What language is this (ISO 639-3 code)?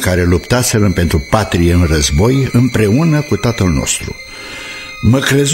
ron